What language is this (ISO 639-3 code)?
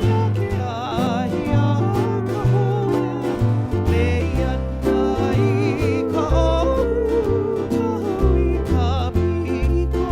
haw